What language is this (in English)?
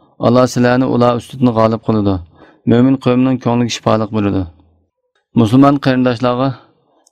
Uyghur